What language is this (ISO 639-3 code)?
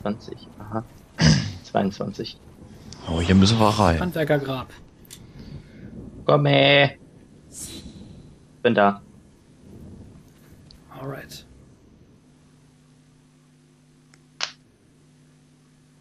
deu